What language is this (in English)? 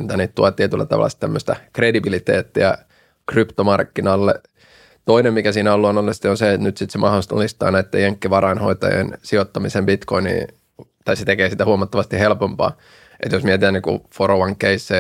Finnish